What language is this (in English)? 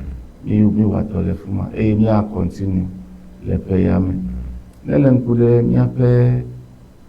Ewe